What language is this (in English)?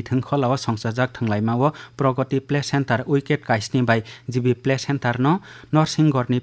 Kok Borok